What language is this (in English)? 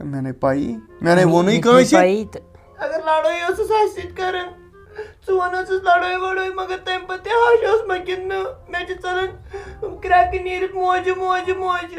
Kashmiri